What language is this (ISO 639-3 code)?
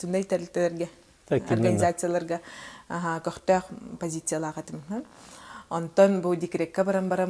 sah